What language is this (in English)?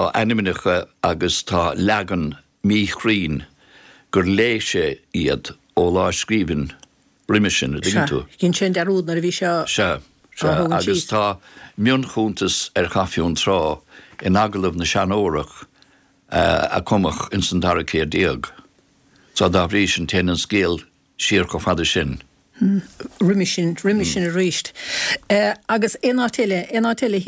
Irish